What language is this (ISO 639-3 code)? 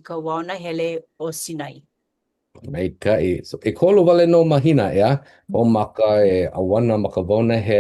haw